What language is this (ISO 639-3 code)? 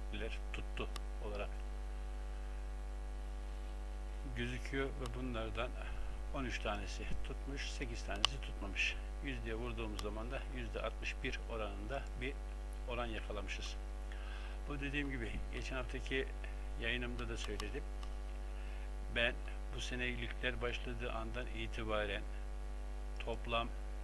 tur